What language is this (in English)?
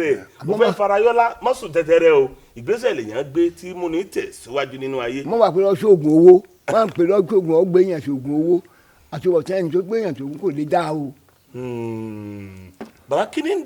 Yoruba